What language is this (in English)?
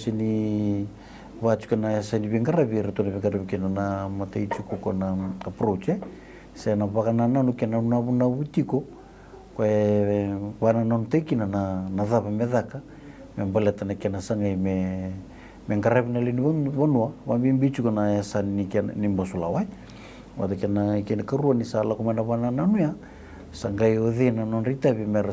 Fijian